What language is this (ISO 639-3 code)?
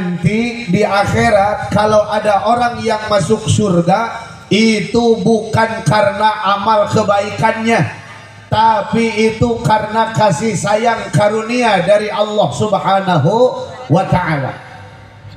sun